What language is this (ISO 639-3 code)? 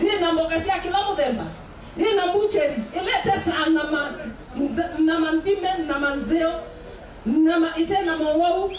kam